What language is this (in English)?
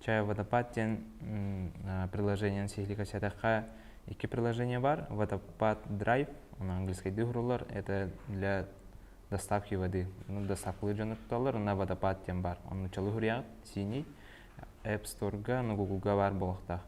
Yakut